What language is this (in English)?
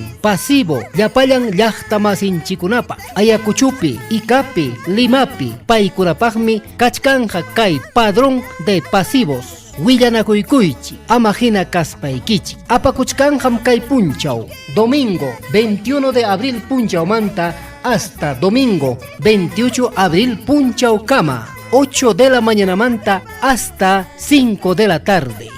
Ayacucho Quechua